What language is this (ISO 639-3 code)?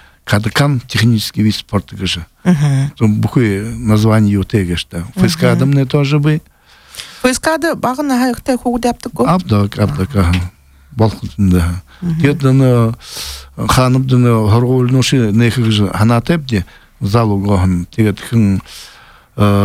bua